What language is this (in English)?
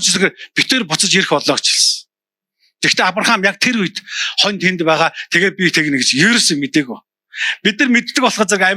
Mongolian